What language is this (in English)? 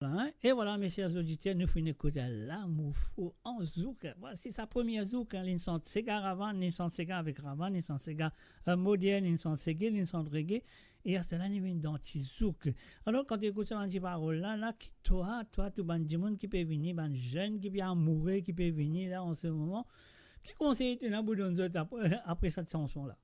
Morisyen